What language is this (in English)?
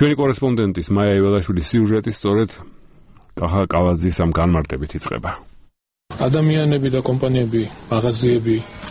Georgian